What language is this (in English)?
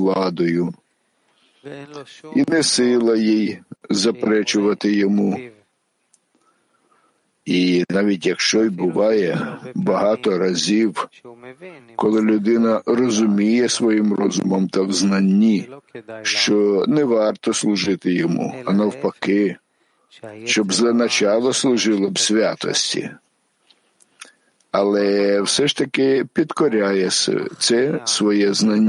Ukrainian